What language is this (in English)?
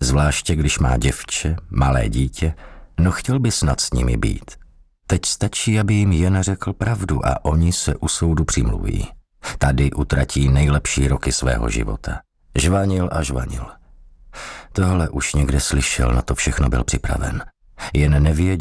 Czech